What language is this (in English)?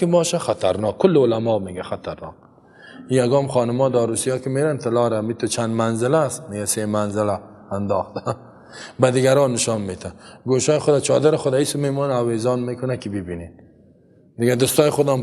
Persian